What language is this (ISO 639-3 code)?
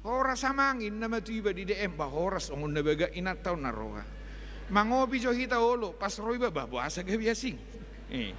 bbc